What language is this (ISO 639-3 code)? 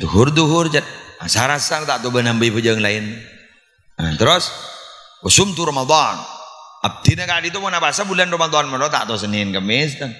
mad